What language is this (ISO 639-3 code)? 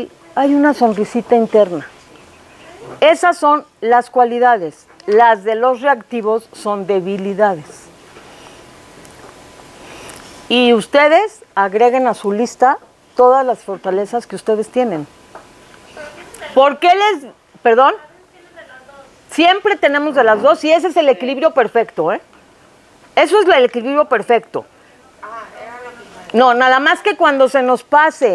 spa